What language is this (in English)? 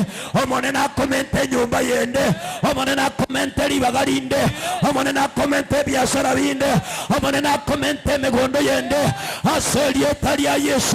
Gusii